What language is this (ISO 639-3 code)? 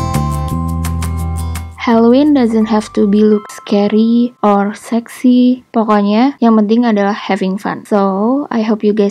ind